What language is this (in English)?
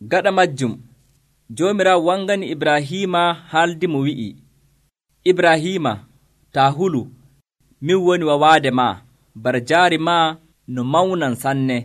Nigerian Fulfulde